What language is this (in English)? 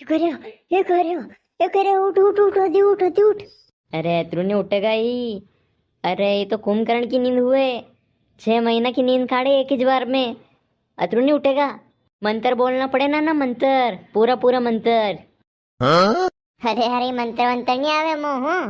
Rajasthani